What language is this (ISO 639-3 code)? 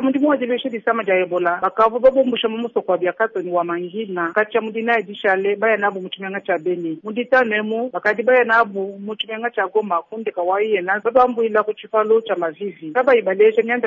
lua